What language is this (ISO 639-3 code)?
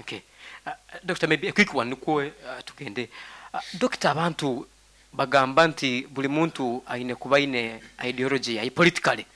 nyn